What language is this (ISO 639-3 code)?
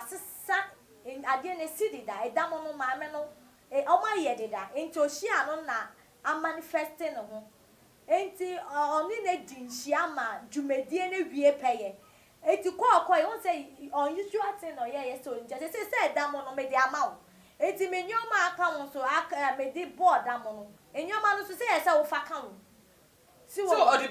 aka